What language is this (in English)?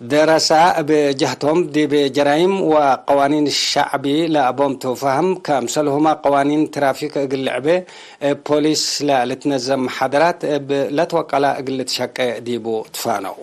Tigre